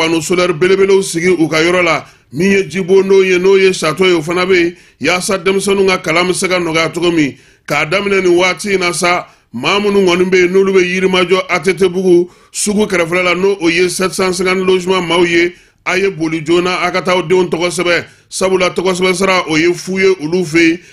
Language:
Bambara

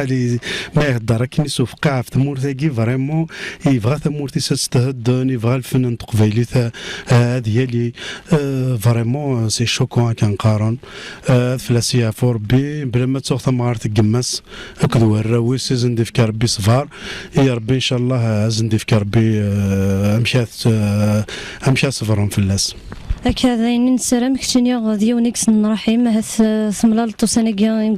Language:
Kabyle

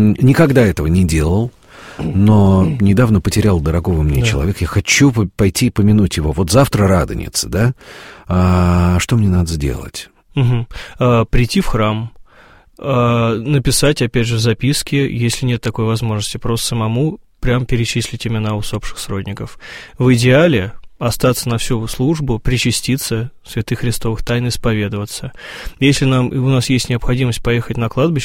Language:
Russian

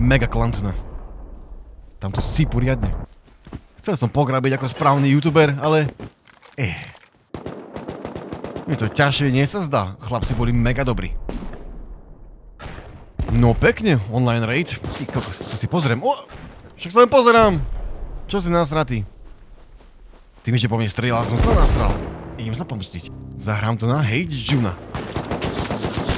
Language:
Slovak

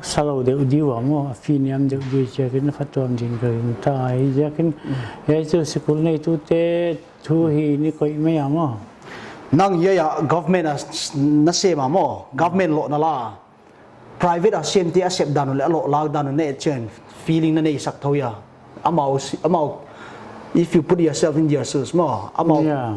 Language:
Paite Chin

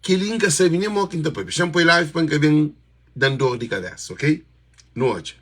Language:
Kabuverdianu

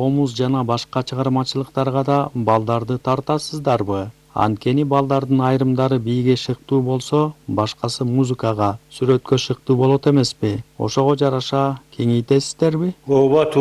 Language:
Kyrgyz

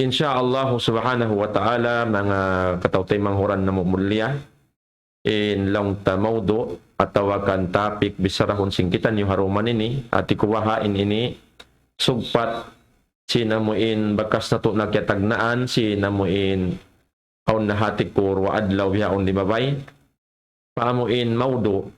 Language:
Tausug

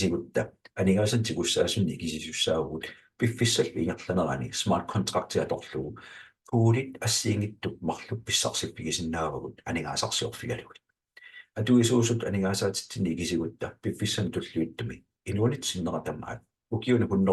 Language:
Kalaallisut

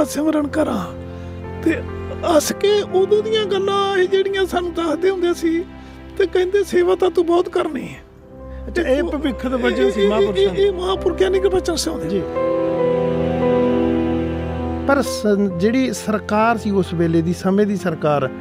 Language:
Punjabi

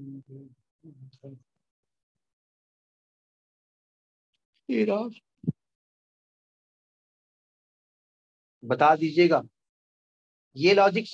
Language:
Hindi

